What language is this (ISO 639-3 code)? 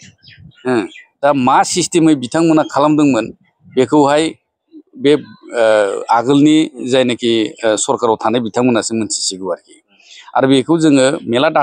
brx